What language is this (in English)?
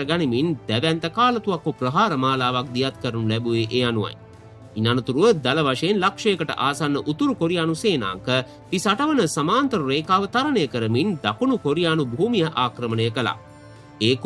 Sinhala